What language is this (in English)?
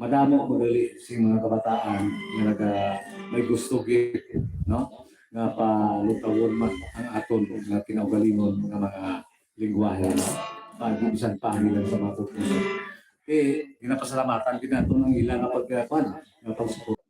Hiligaynon